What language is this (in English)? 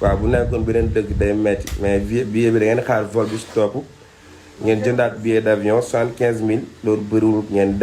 Wolof